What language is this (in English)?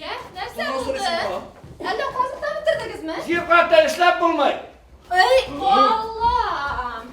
Bashkir